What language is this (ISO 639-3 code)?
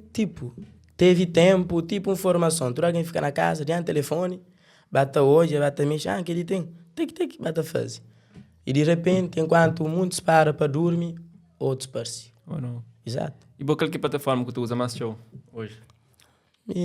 kea